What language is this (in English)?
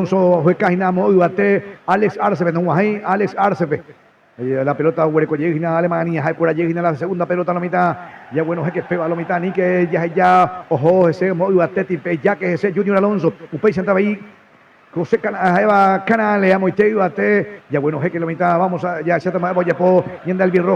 Guarani